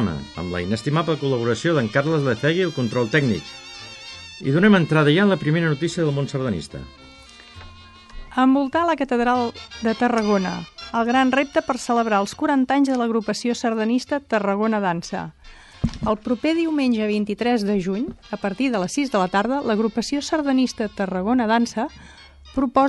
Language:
Catalan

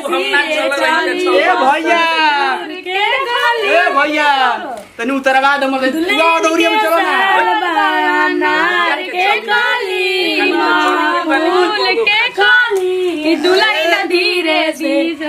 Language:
Bhojpuri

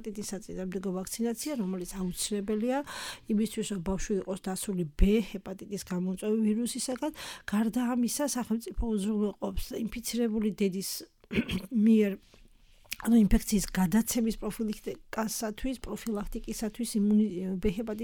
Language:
Georgian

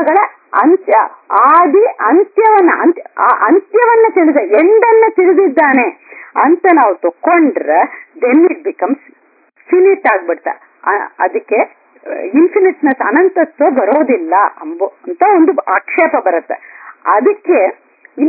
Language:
Kannada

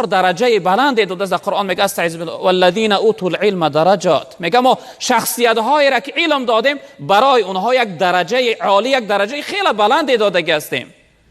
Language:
Tajik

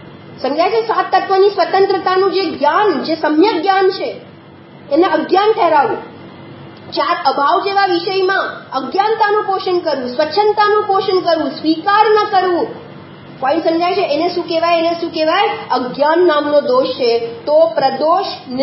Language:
Gujarati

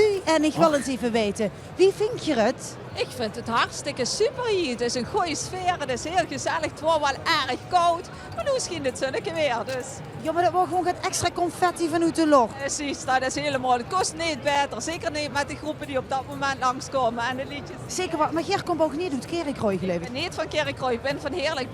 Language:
Limburgish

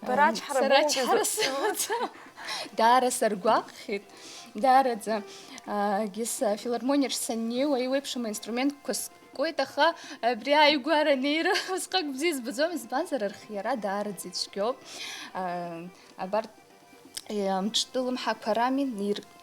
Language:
Abkhazian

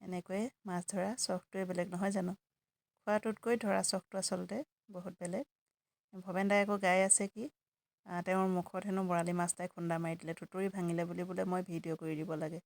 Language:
Assamese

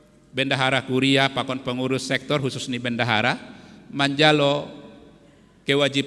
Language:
Batak Simalungun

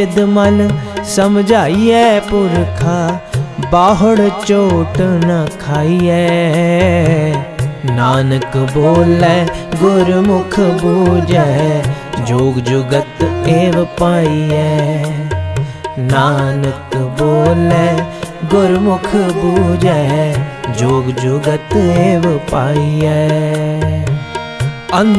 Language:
Punjabi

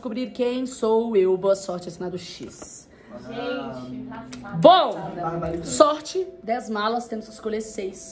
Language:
Portuguese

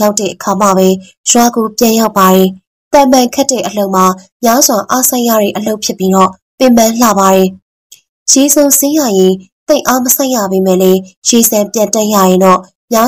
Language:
Burmese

